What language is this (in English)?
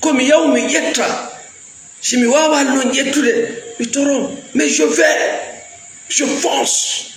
Fula